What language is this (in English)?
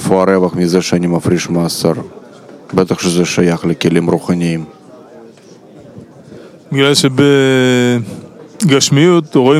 Hebrew